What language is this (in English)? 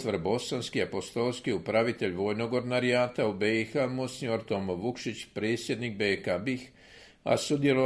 Croatian